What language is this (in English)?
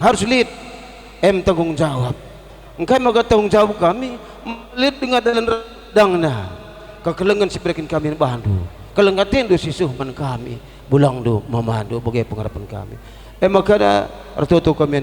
Batak Karo